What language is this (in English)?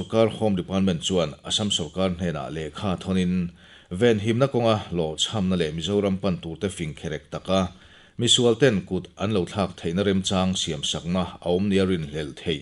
Mizo